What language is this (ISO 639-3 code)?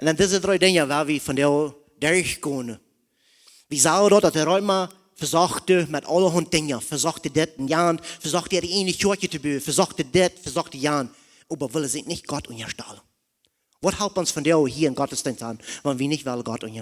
pdt